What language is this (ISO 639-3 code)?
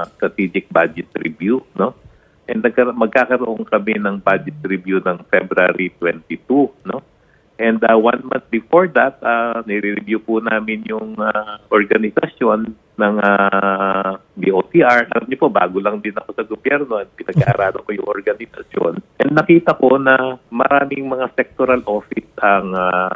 fil